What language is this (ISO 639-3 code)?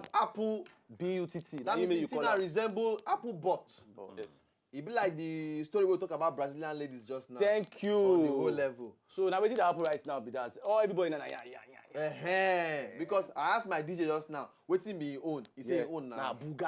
pcm